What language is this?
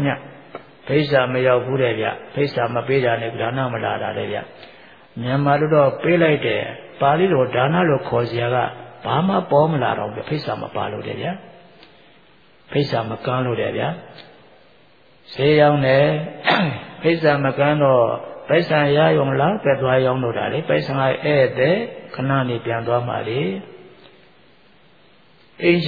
Burmese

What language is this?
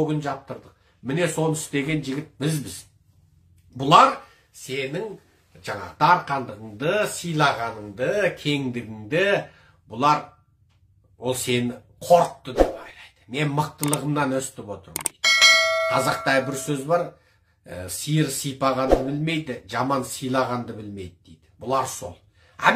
Kazakh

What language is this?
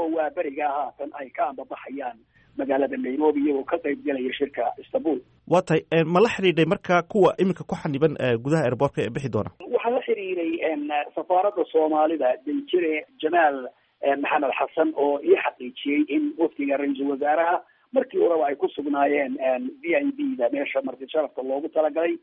Somali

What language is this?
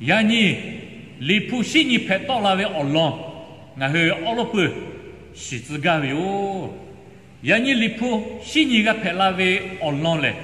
Lahu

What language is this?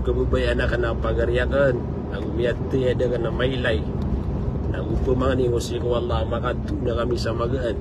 Maranao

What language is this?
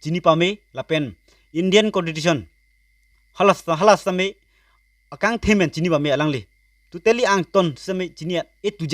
Karbi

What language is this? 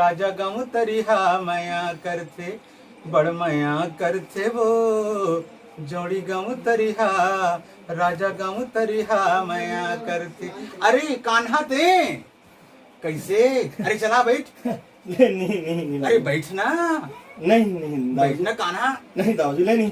Chhattisgarhi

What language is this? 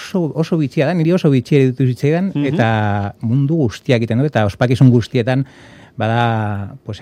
Basque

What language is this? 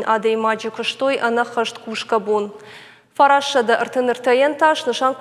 Ossetic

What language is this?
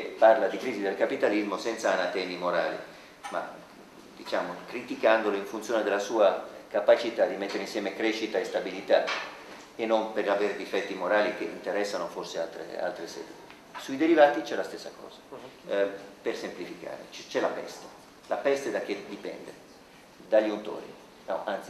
Italian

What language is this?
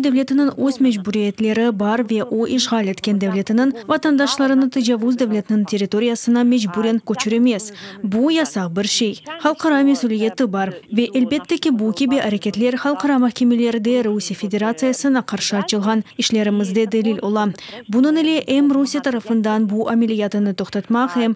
Crimean Tatar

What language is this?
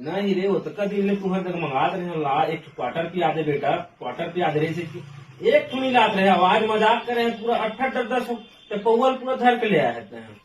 Chhattisgarhi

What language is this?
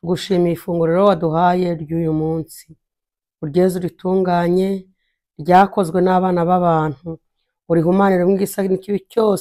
Kinyarwanda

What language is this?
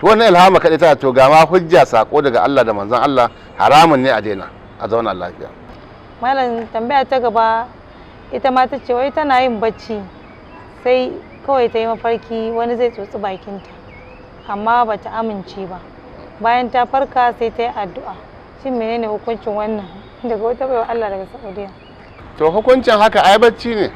Hausa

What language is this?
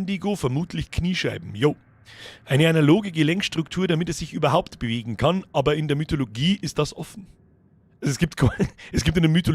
Bavarian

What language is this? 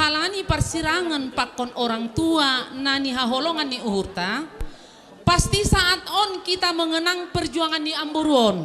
Batak Simalungun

